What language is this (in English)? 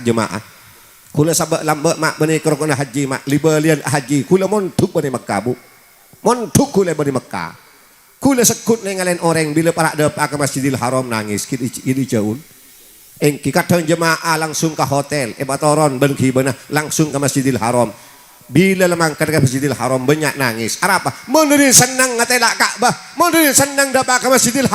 Madurese